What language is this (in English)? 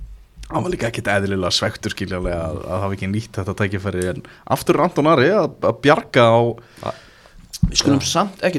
Icelandic